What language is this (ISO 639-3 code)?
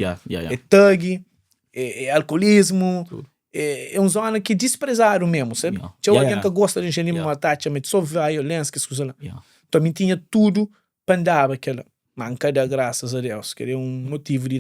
kea